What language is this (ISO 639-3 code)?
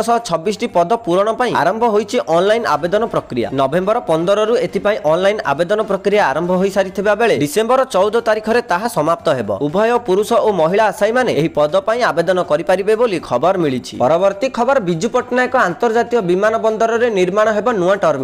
ori